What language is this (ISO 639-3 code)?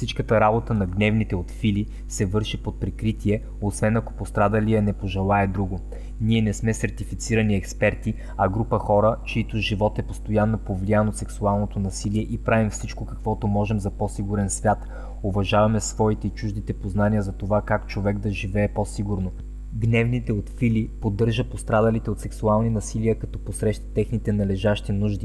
bul